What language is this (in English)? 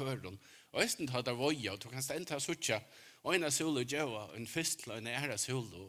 Faroese